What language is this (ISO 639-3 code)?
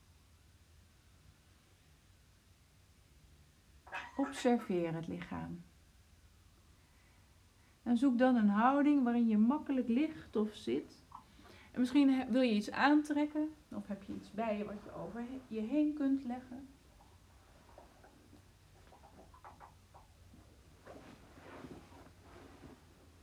nld